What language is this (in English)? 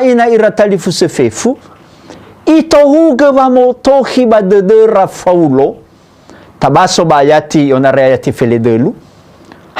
Nias